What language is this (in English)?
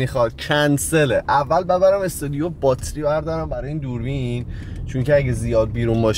Persian